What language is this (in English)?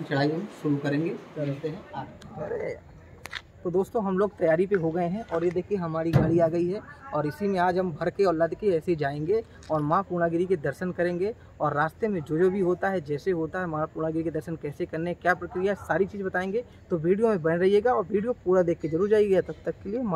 Hindi